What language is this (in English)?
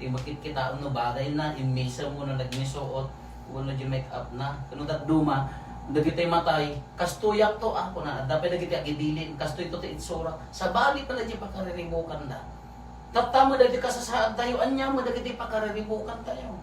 Iloko